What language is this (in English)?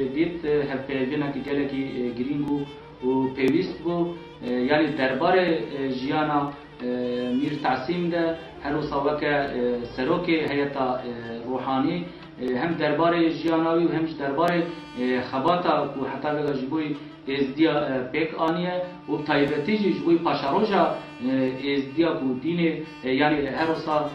Kurdish